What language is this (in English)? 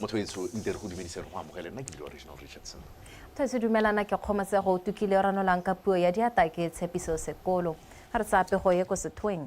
Tswana